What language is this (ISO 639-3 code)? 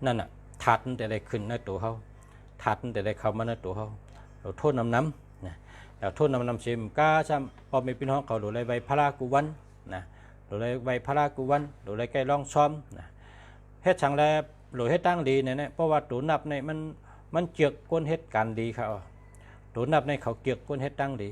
shn